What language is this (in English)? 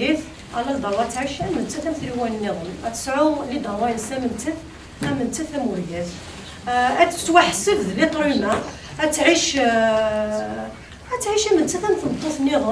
Kabyle